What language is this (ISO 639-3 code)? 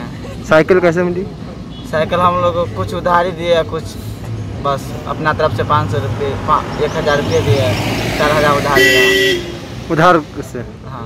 hin